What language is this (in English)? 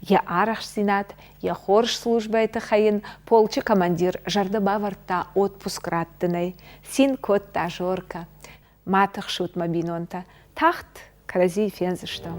Ossetic